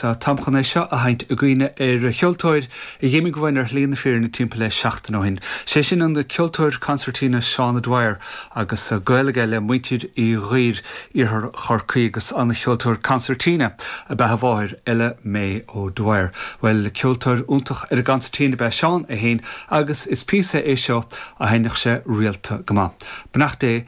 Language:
Irish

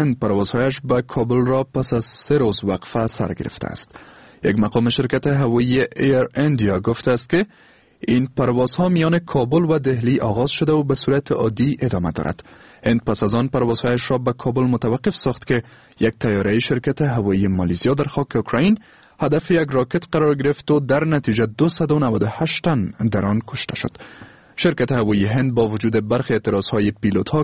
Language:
Persian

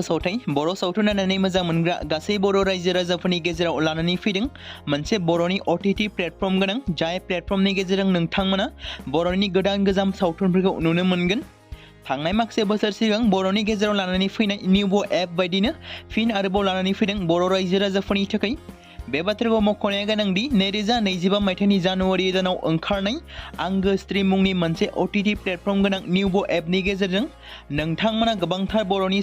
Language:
Bodo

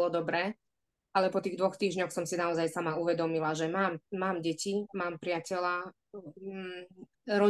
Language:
Slovak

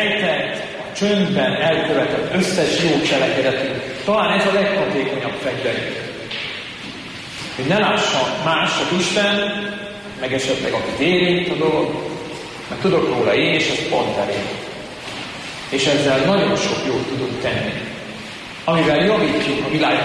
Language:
Hungarian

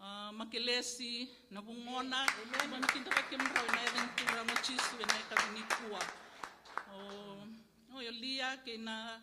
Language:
Fijian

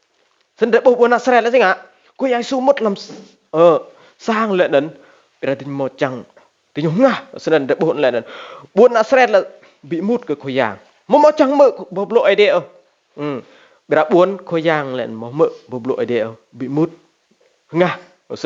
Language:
Rade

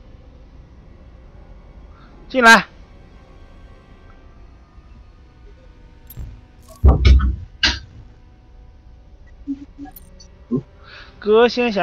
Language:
Chinese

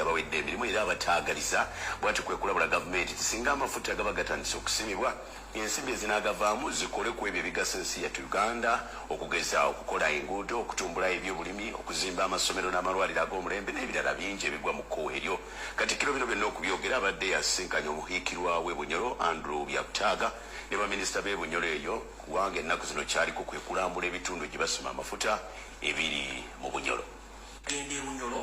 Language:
Ganda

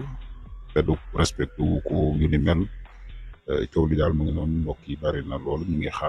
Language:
Wolof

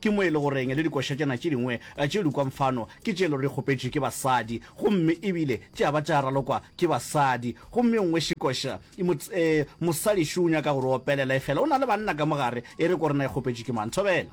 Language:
Northern Sotho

